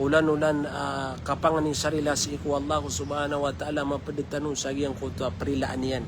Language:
Maranao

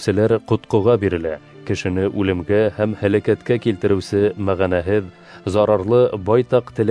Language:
Bashkir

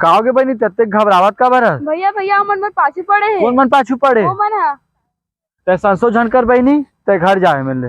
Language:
Chhattisgarhi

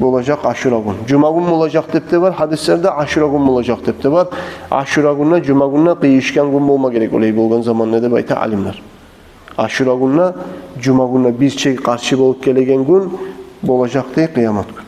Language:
Kumyk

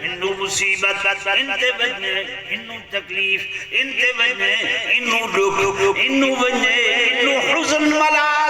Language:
Saraiki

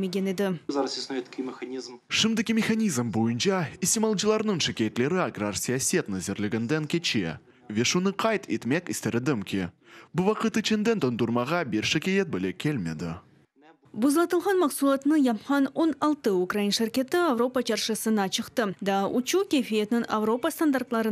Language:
Crimean Tatar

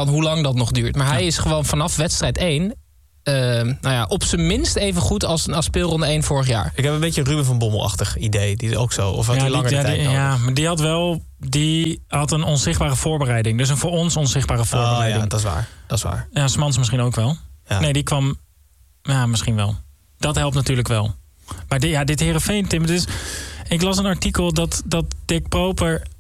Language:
Dutch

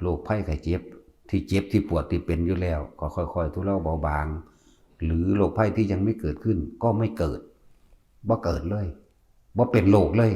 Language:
Northeastern Thai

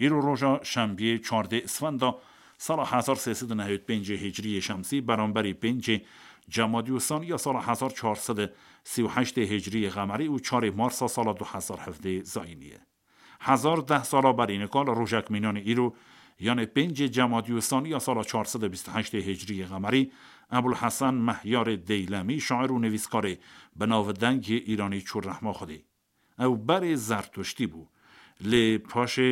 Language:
Kurdish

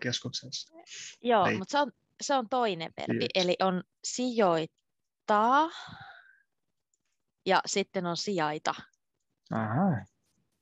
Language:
Finnish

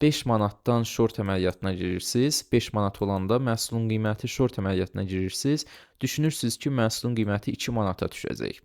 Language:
Azerbaijani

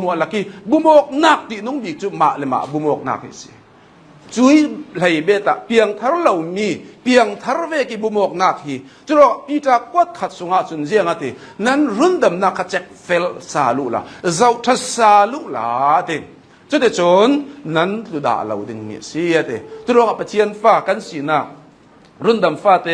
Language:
Hakha Chin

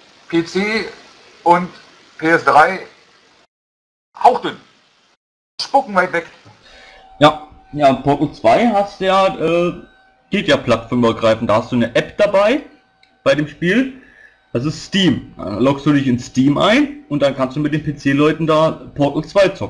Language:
German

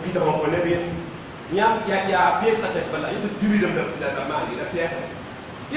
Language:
Mossi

